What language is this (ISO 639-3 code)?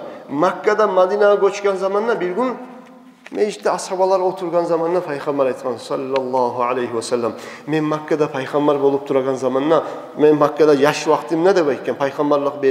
kum